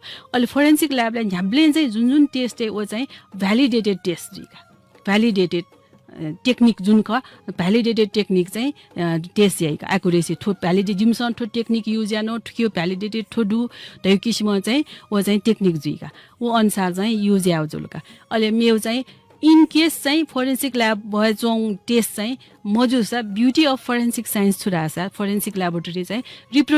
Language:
Newari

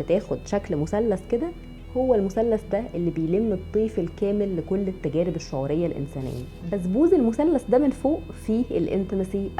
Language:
Egyptian Arabic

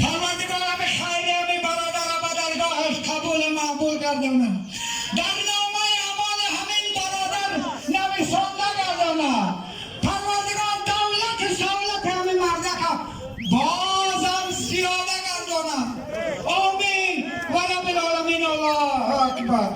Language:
Tajik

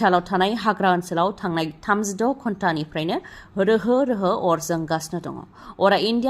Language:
Bodo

